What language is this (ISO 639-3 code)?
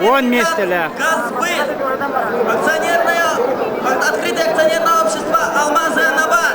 sah